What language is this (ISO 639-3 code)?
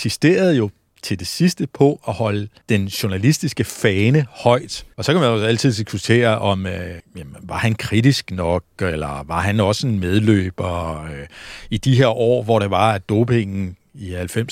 dan